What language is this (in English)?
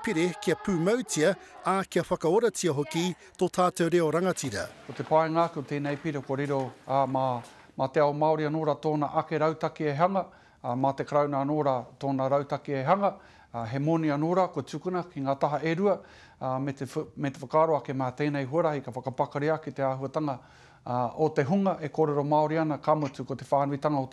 Māori